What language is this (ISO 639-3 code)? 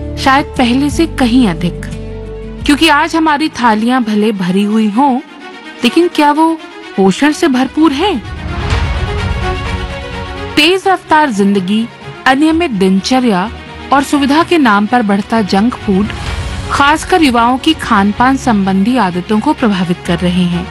hin